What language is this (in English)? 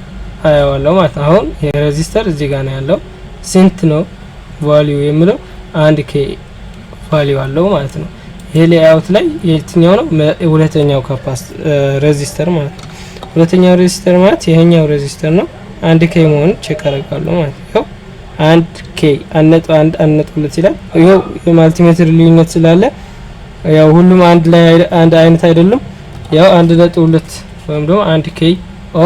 Amharic